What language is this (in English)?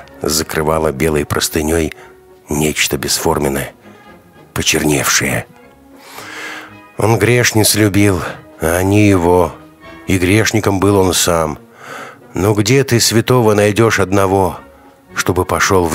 Russian